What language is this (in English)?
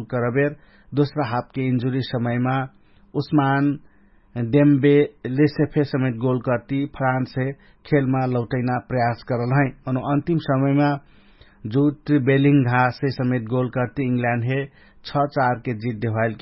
Dangaura Tharu